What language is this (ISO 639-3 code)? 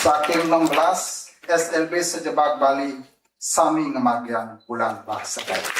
ban